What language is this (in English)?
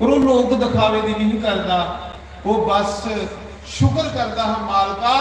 Dogri